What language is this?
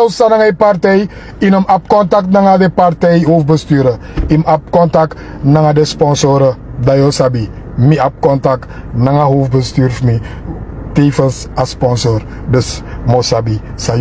Sranan Tongo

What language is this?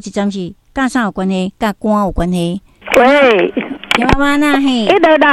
Min Nan Chinese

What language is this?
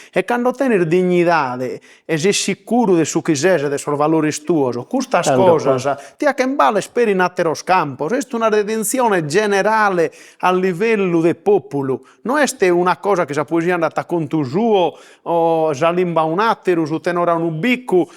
Sardinian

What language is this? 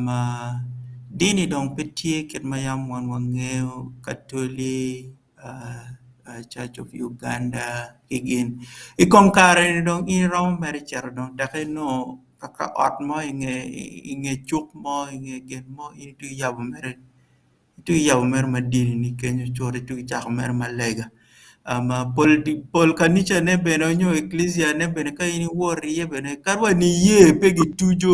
Acoli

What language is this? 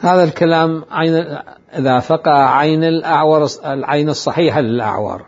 Mesopotamian Arabic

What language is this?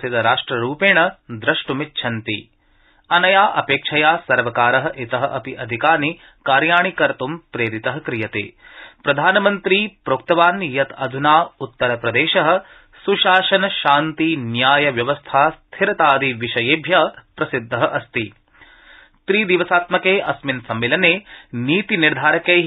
Sanskrit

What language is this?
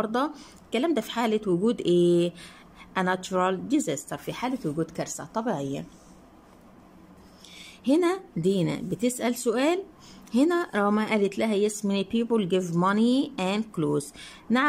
Egyptian Arabic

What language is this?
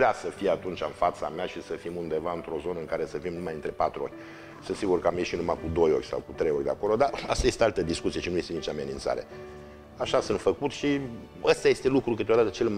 Romanian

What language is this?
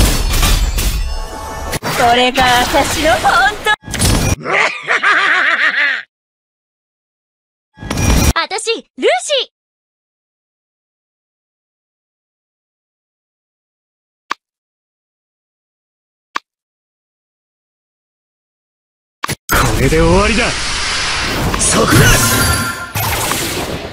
Japanese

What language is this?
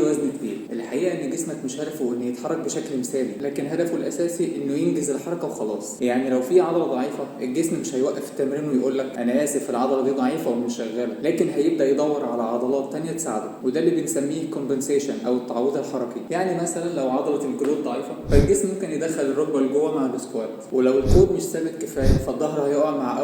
Egyptian Arabic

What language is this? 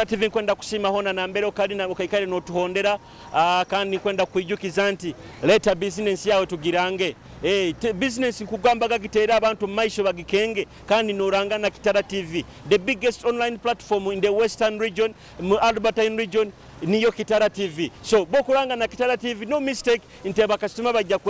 Nyoro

